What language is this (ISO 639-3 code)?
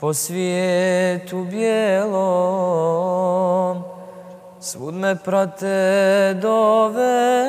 bos